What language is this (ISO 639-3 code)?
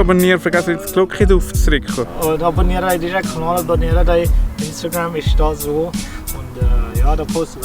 gsw